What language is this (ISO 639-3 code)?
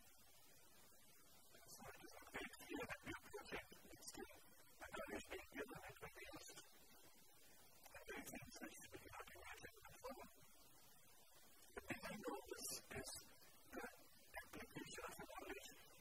eng